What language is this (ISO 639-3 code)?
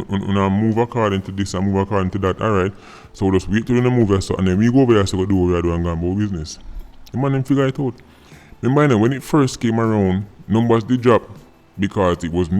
jam